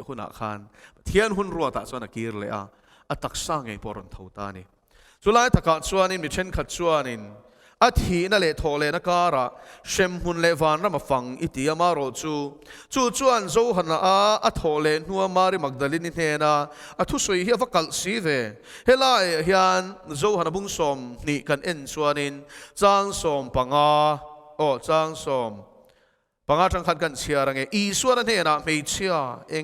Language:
Mizo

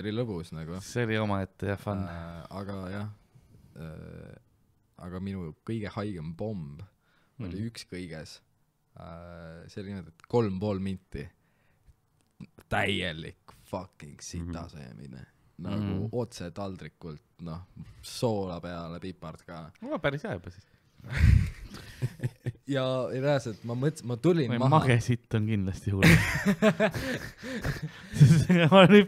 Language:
Estonian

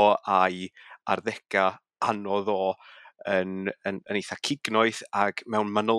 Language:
Welsh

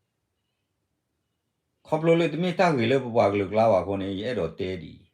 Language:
S'gaw Karen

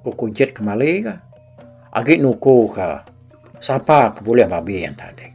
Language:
Iban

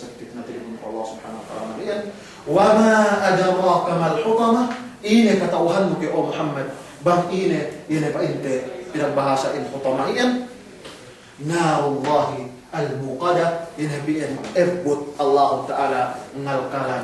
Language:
Yakan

